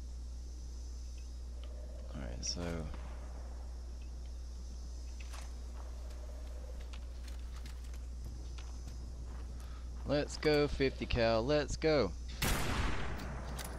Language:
English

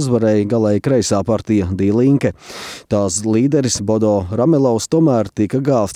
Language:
Latvian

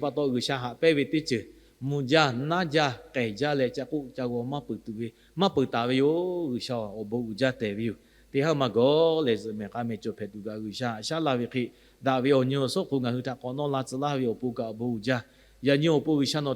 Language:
Lahu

